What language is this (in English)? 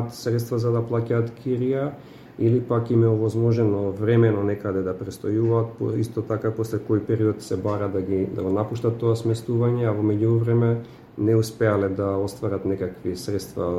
Macedonian